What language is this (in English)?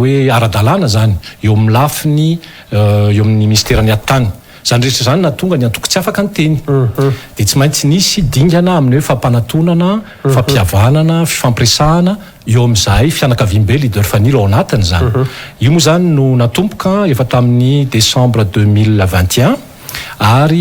Malagasy